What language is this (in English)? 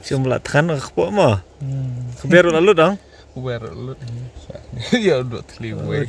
Khasi